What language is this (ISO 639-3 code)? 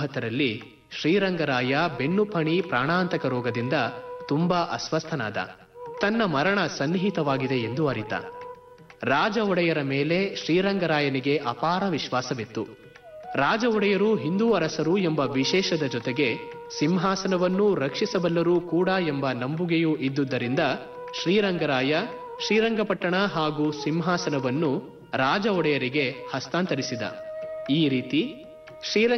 kan